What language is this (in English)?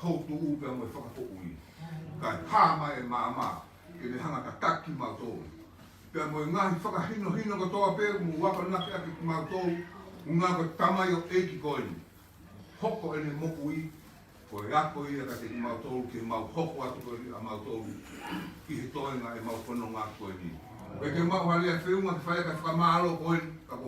Tongan